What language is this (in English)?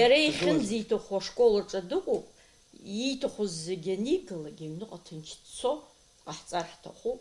Abkhazian